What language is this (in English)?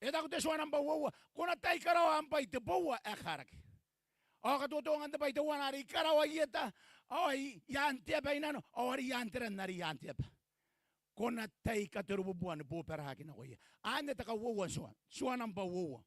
Gilbertese